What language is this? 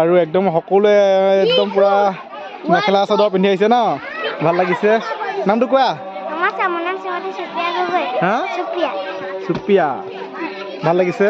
Assamese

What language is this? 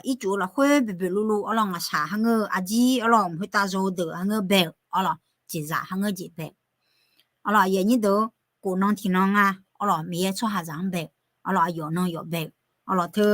Akha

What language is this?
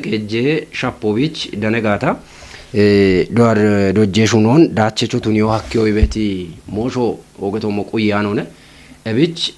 Kafa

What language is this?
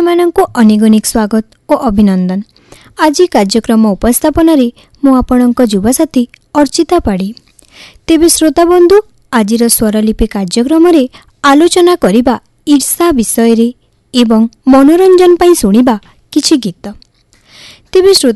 Odia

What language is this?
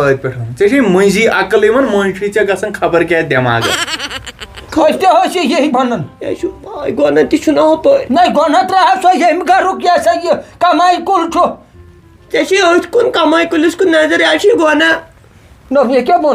Kashmiri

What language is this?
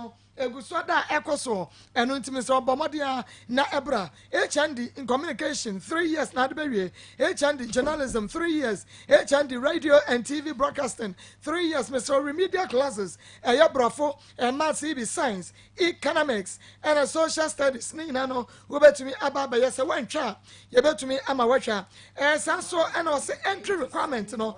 Akan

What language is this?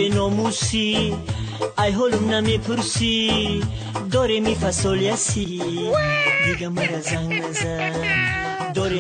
Tajik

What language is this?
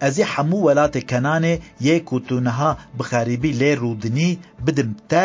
Kurdish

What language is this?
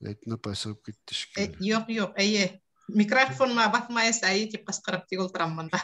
Bashkir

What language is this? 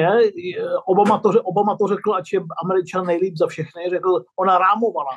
Czech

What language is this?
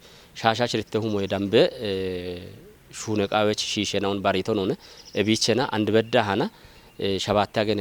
Kafa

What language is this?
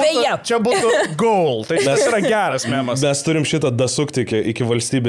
Lithuanian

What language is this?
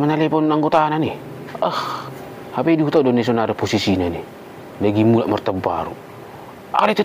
Batak Toba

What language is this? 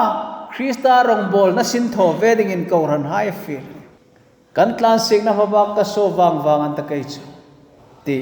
Hmar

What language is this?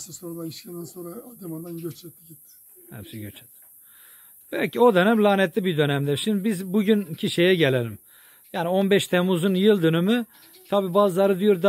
Turkish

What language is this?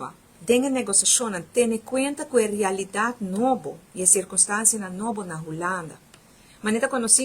Papiamento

